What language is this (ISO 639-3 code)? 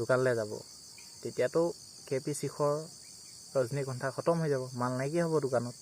asm